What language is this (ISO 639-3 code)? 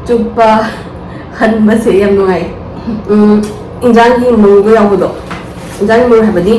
mni